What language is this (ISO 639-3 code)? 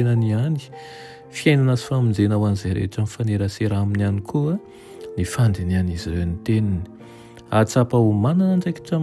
mlg